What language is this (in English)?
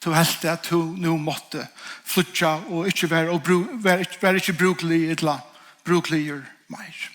Faroese